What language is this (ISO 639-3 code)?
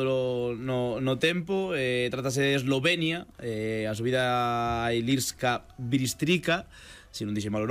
glg